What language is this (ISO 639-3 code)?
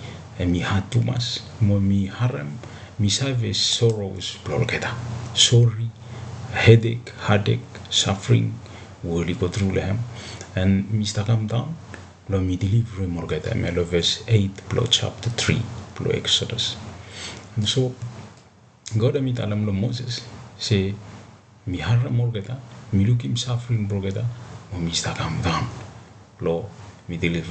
bis